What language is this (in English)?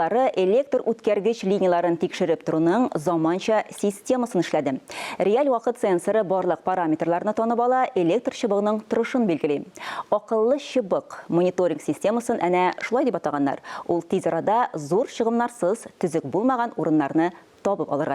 Tatar